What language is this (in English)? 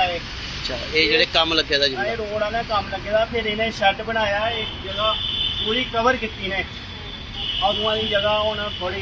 Dogri